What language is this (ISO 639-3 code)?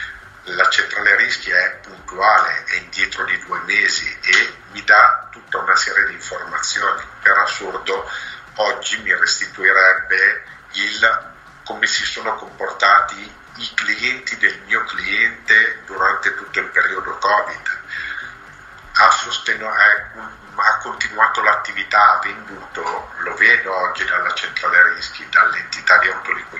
ita